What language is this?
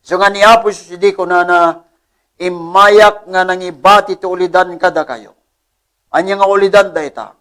Iloko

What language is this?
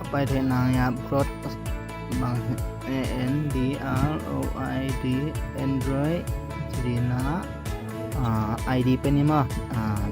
Tedim Chin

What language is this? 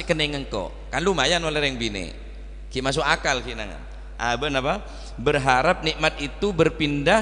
Madurese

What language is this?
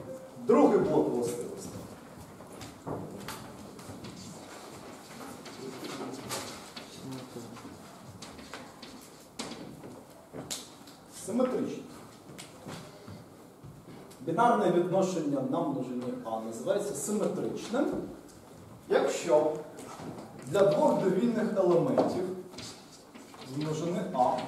Ukrainian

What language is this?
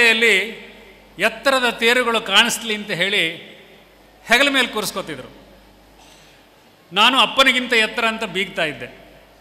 Kannada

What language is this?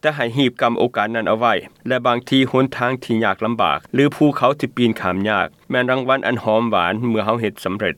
Lao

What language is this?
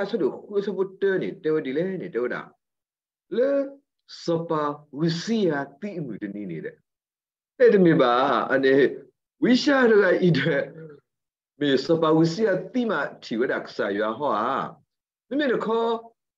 S'gaw Karen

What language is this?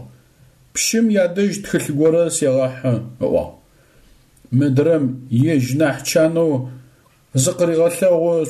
Adyghe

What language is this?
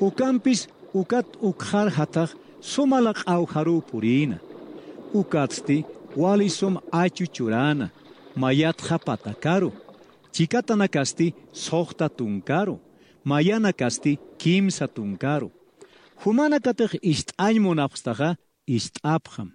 Aymara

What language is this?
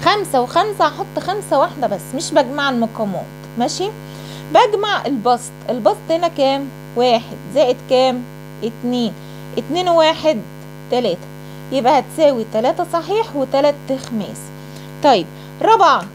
Egyptian Arabic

